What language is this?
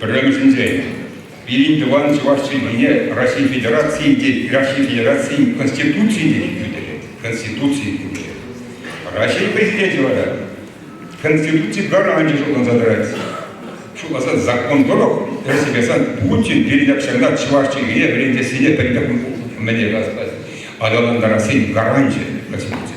Chuvash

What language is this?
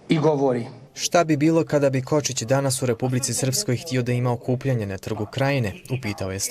Bosnian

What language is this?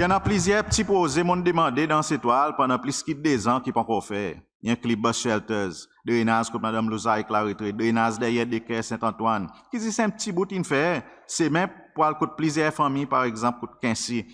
Seselwa Creole French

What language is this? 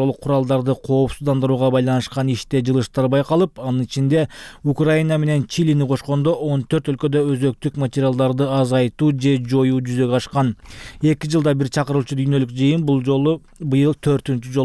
Kyrgyz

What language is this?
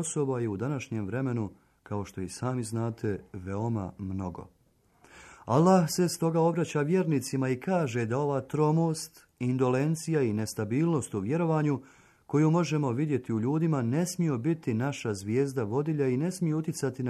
Bosnian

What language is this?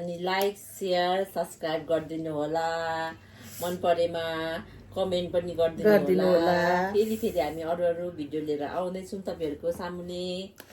Nepali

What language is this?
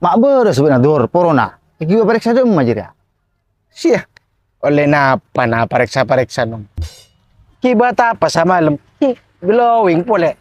Madurese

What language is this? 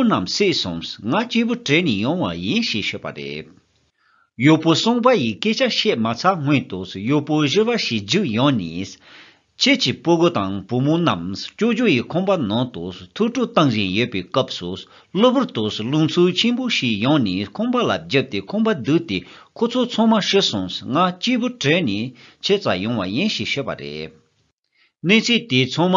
Tibetan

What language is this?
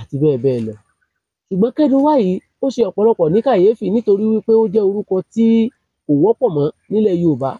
Yoruba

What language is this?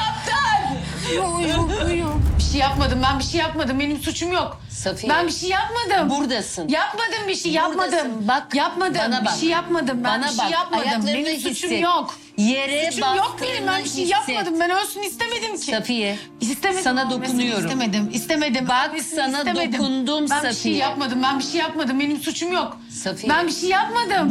Turkish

